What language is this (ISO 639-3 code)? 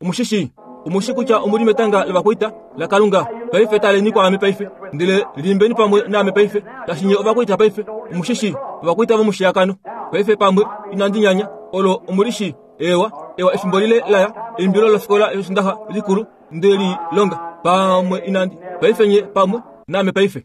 kua